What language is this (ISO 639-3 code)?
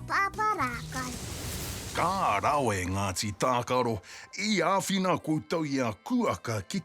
mri